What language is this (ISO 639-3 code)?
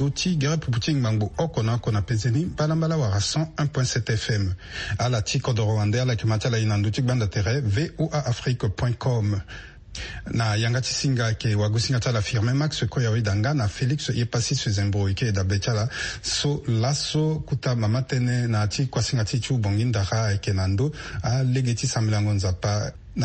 sag